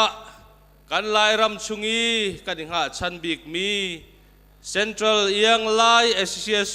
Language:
Hakha Chin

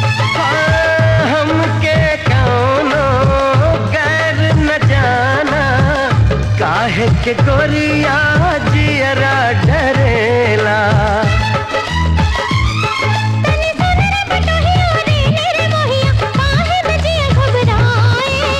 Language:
Bhojpuri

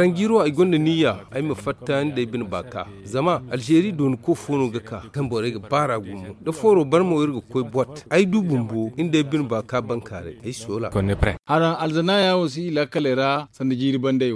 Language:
Zarma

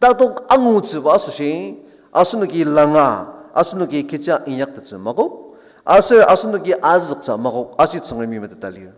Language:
Ao Naga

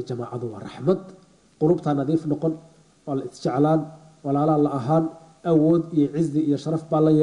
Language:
Somali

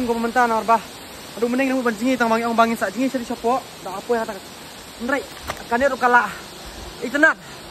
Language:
Khasi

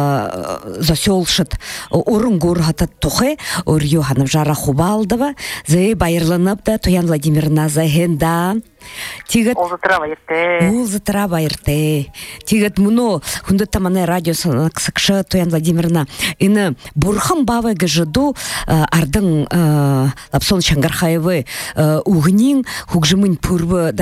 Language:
Buriat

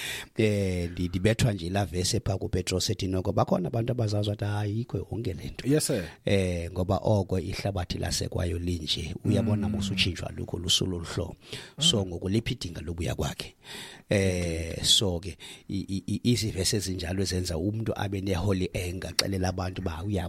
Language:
Xhosa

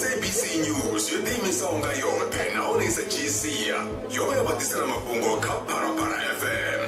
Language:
Venda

